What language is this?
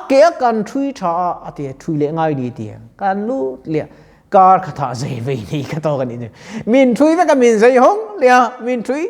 Mizo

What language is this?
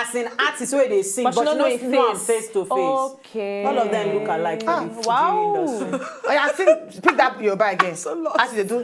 Nigerian Pidgin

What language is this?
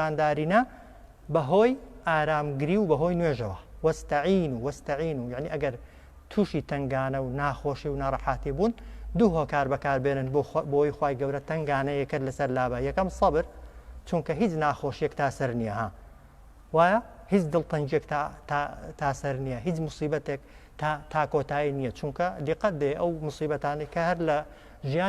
Central Kurdish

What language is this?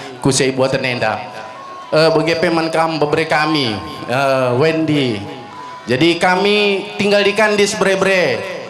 Batak Karo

